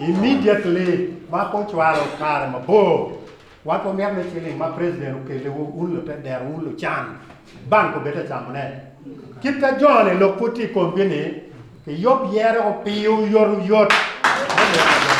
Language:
Acoli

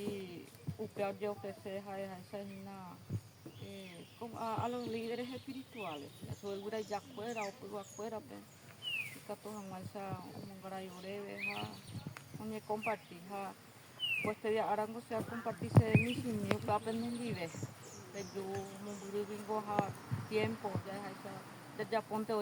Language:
Guarani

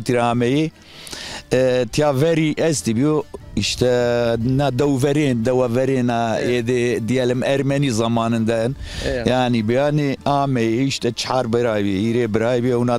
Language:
Zaza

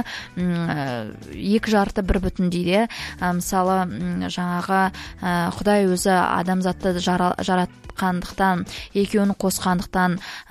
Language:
Kazakh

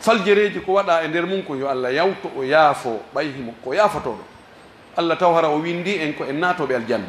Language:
Pular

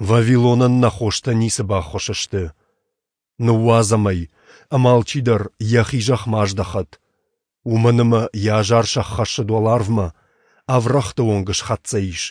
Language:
Ossetic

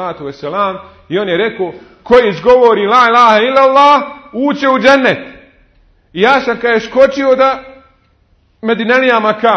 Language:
Bosnian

